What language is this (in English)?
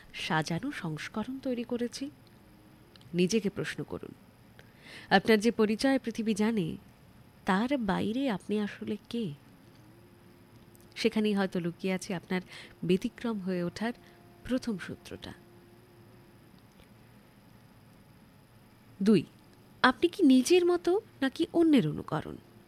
Bangla